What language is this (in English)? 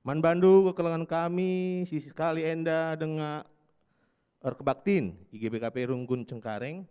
Batak Karo